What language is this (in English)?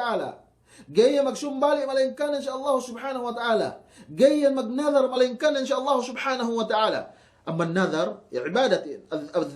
Yakan